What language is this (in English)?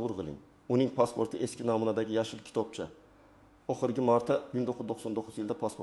Uzbek